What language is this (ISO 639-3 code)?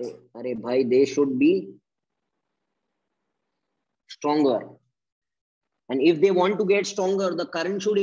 hin